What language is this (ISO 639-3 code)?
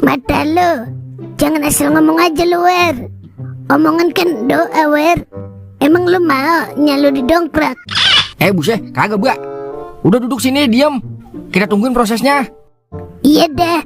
bew